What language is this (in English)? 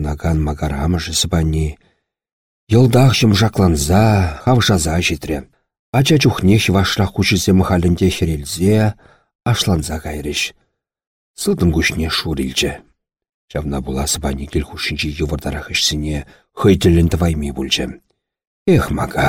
Chuvash